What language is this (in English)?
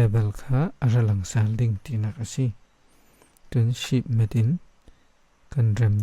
Falam Chin